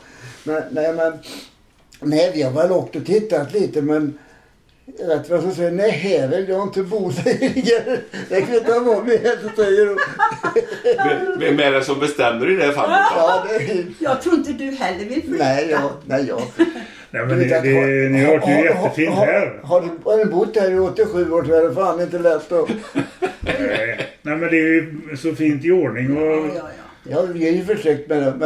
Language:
Swedish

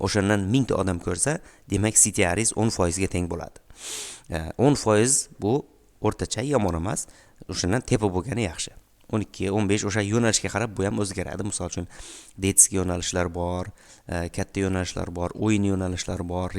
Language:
Uzbek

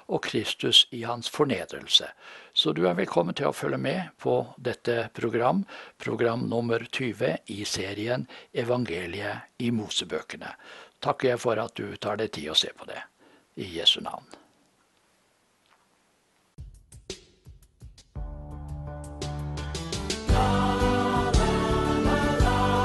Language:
Norwegian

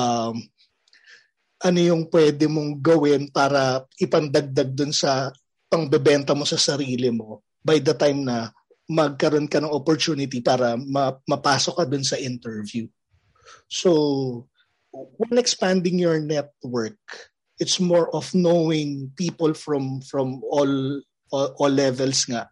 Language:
Filipino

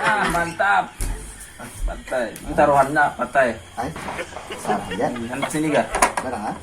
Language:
Banjar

